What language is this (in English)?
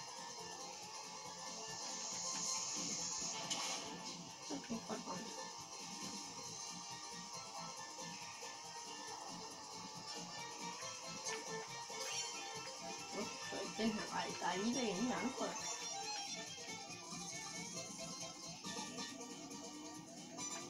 Danish